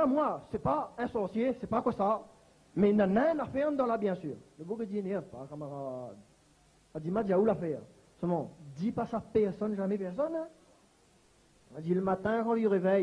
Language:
Réunion Creole French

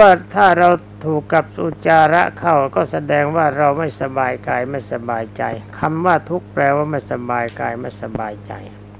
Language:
Thai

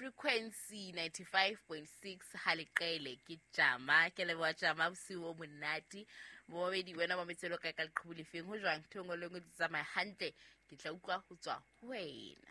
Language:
Southern Sotho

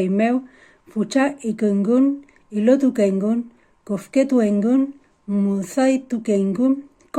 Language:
Mapuche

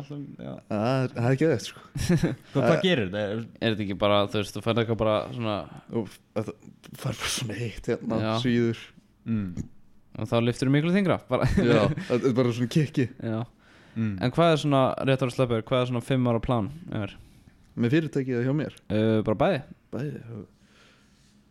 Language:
Icelandic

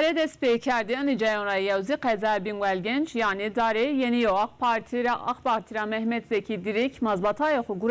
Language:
Zaza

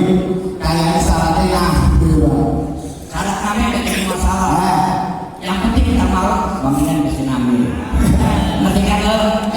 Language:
Betawi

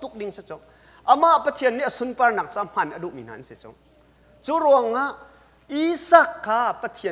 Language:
Hakha Chin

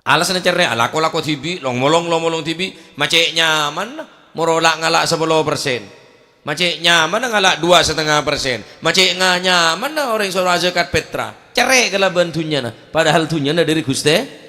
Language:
Madurese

